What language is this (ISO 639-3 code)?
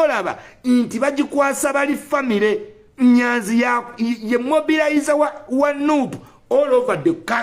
lug